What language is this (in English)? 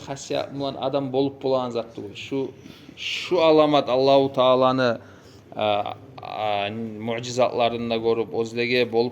Kumyk